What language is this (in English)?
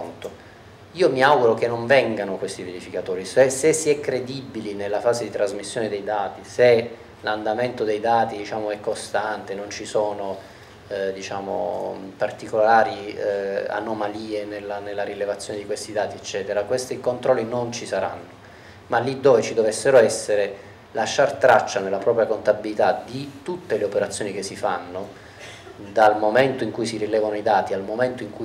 Italian